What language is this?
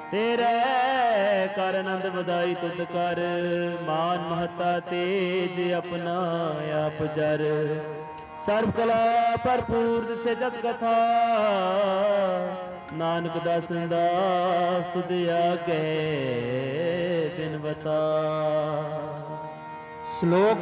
Punjabi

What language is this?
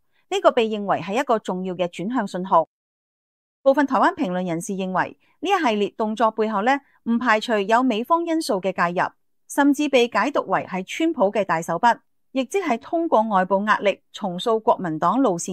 Cantonese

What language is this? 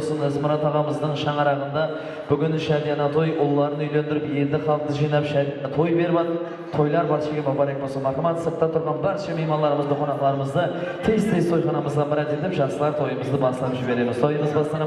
Kara-Kalpak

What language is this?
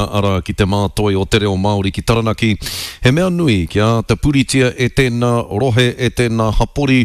Māori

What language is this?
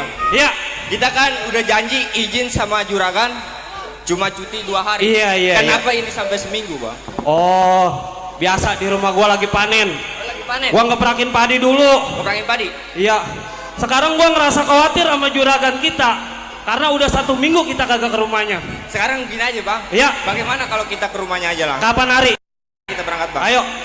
Betawi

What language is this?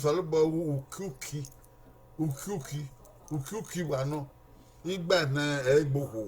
Bini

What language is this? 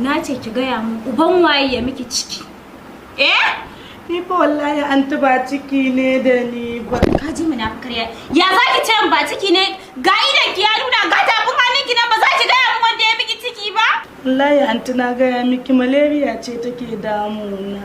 Hausa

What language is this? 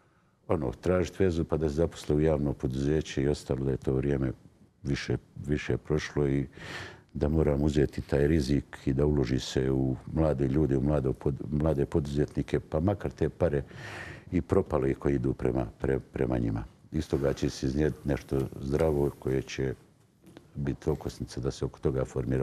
Bosnian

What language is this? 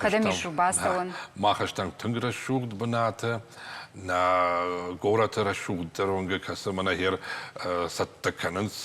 Ossetic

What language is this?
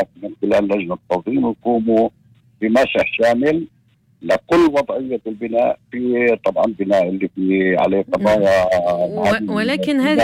North Levantine Arabic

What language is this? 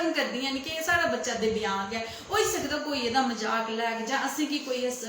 Dogri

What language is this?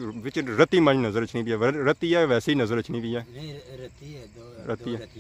Pahari-Potwari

